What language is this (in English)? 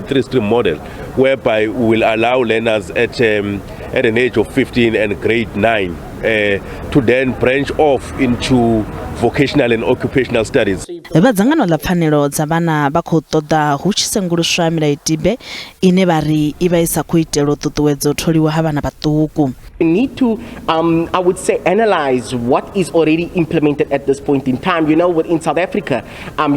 Venda